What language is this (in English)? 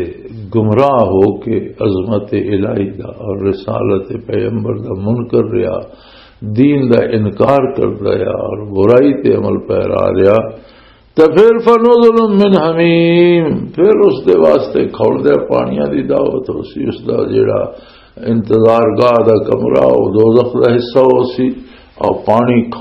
Western Panjabi